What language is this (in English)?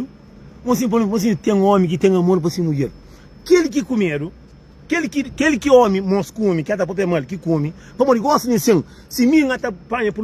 Kabuverdianu